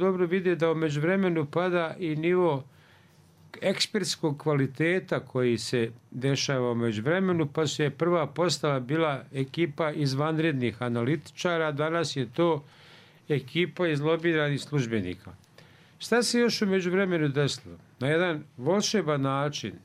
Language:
Bosnian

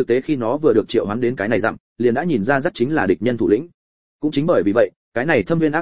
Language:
Vietnamese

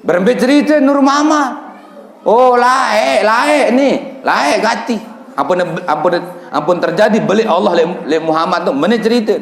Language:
Sasak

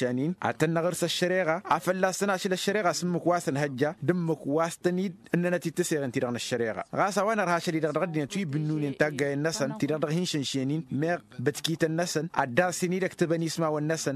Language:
Tamasheq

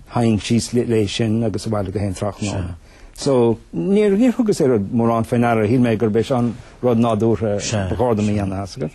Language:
Irish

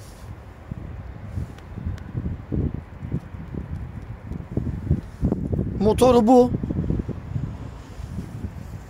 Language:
Turkish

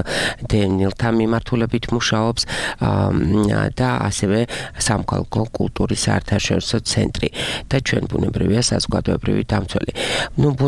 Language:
Georgian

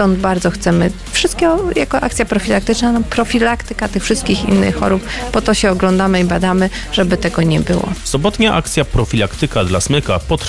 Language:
Polish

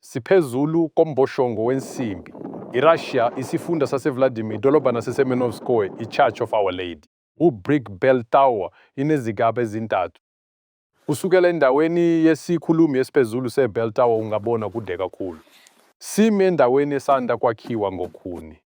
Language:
Zulu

